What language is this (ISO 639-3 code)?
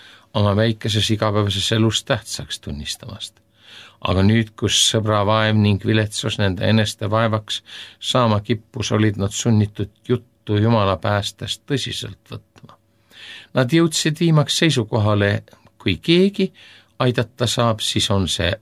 est